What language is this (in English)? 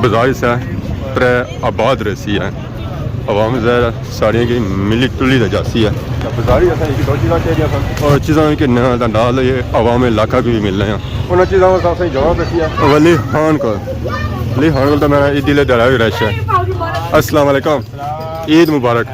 Pahari-Potwari